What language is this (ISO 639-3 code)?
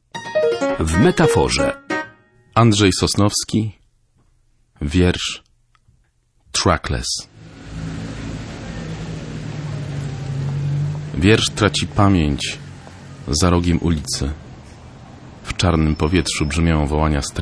pol